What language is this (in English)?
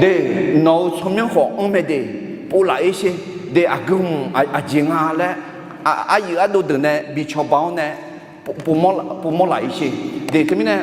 Akha